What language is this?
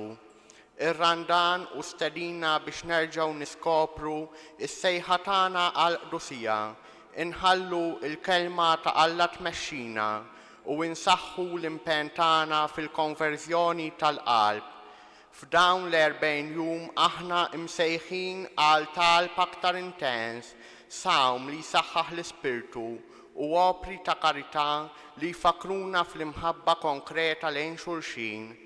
Maltese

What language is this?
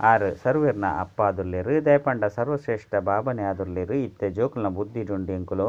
Tulu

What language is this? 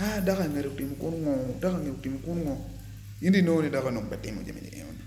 Acoli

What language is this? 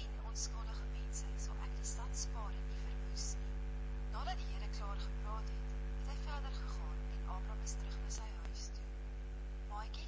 Afrikaans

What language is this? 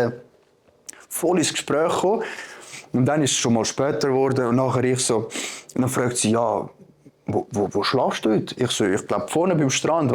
Swiss German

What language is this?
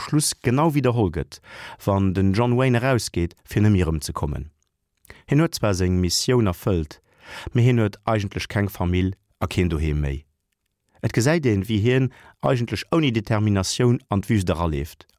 Luxembourgish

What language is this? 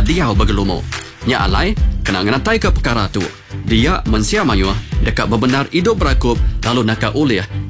Iban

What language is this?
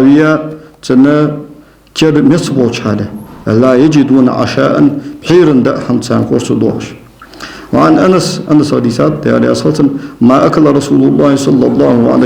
Ingush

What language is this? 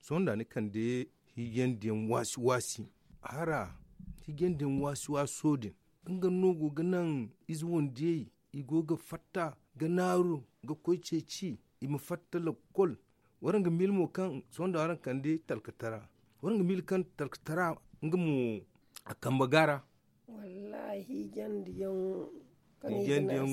Zarma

